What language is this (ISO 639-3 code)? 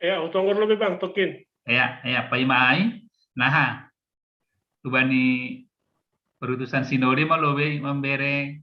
bts